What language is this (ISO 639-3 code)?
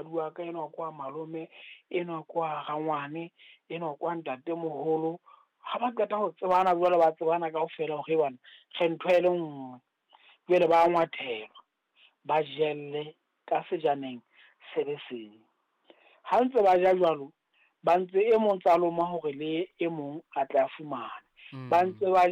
sot